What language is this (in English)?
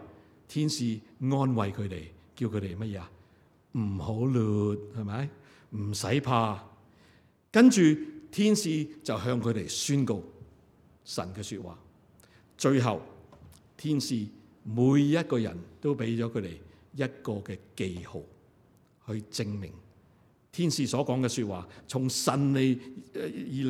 Cantonese